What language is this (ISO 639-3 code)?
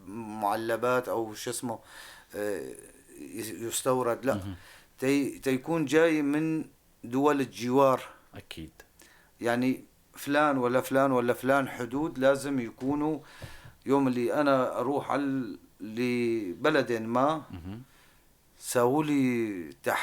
apc